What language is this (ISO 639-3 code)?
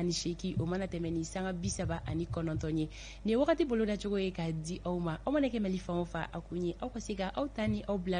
bam